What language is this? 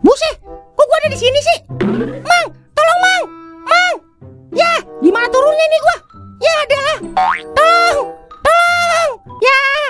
Betawi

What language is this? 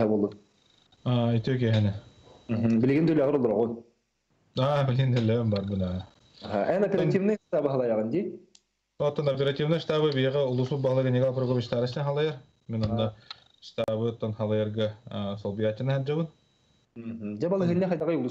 Yakut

